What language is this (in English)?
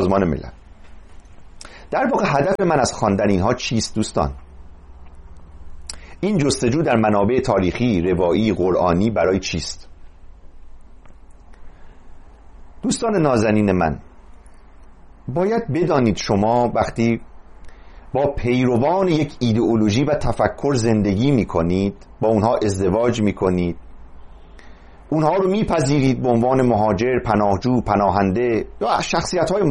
Persian